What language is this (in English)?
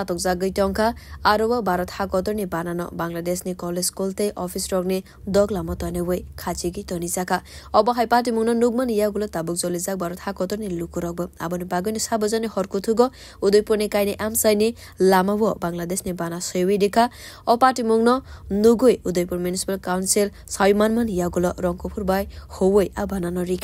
Kok Borok